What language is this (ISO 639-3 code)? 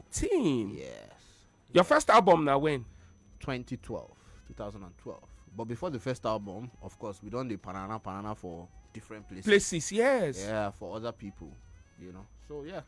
pcm